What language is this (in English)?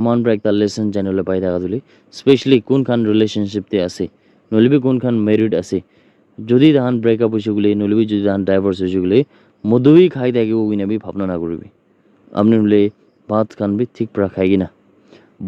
Naga Pidgin